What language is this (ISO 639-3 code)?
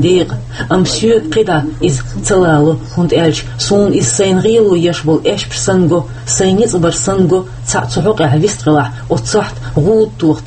che